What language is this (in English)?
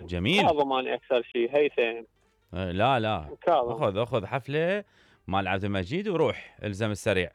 Mesopotamian Arabic